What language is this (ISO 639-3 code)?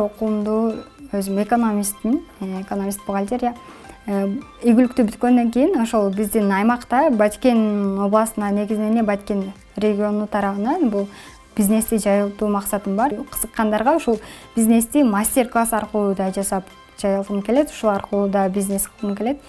kir